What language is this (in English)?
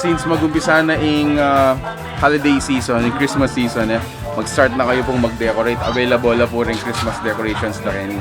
Pampanga